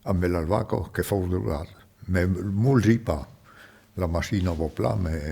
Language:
Occitan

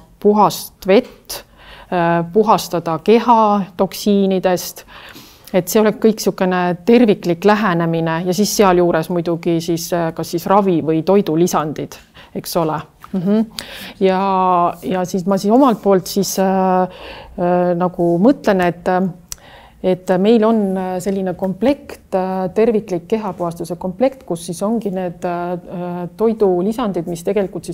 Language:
Estonian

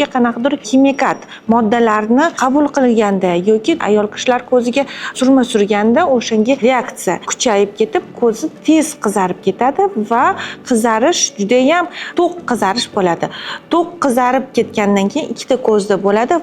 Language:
Uzbek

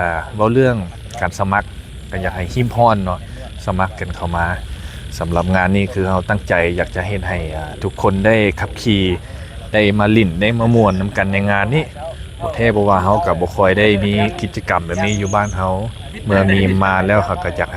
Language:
Lao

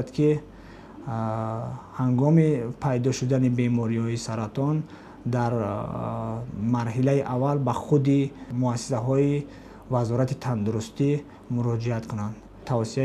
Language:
Tajik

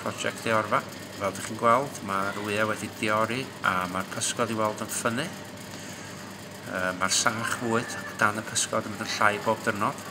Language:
Welsh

